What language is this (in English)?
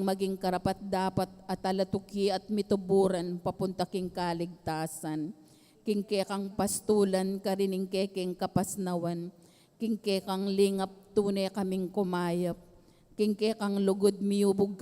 Pampanga